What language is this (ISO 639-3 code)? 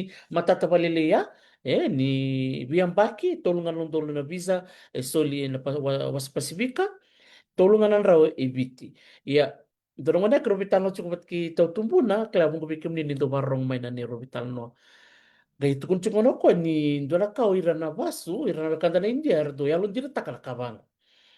fij